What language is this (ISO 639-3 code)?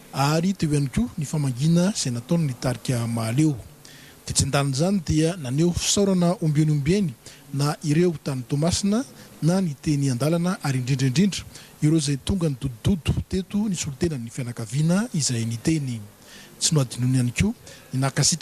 mlg